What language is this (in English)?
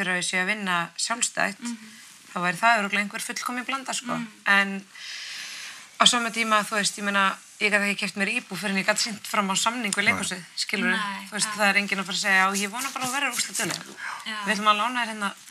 Icelandic